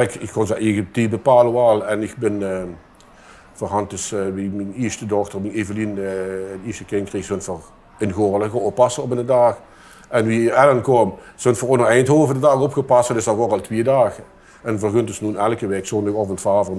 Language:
Limburgish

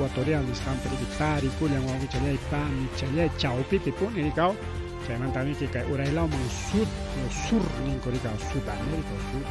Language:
Ayacucho Quechua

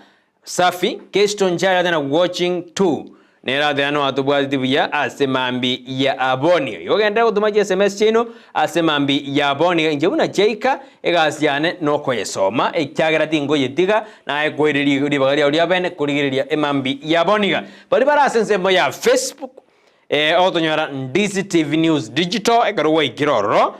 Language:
Gusii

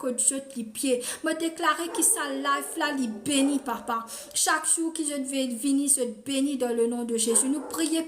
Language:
Morisyen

